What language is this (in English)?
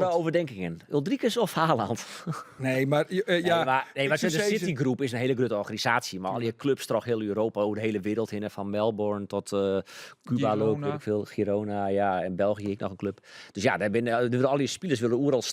Western Frisian